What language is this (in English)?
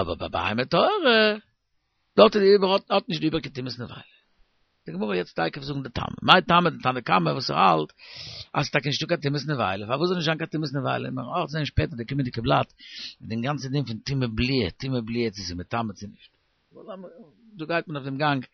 Yiddish